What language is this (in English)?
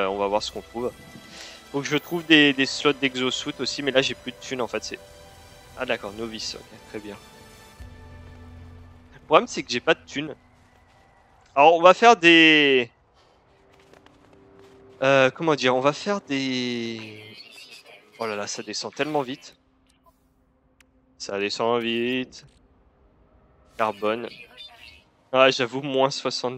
French